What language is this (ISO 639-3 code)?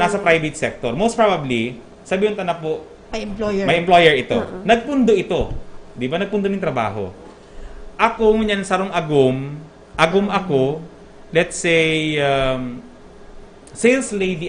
bik